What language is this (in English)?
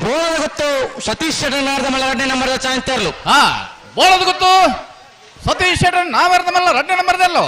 Tulu